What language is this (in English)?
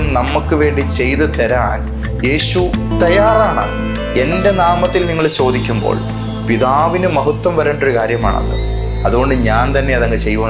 Malayalam